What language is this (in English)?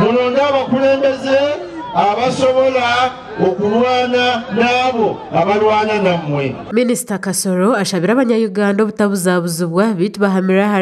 Nyankole